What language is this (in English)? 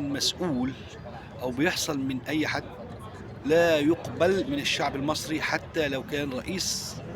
Egyptian Arabic